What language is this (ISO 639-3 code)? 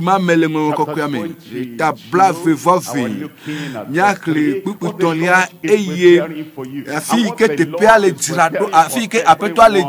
ewe